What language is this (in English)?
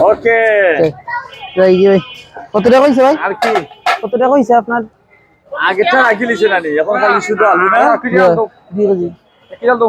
Sylheti